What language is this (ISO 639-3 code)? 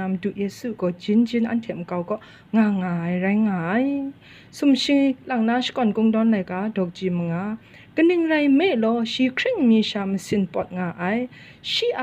kac